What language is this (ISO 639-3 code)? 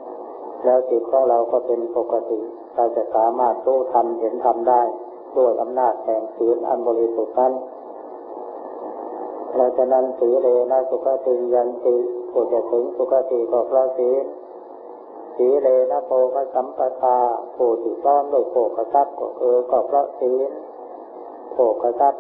tha